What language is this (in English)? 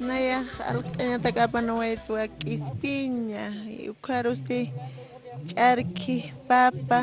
Aymara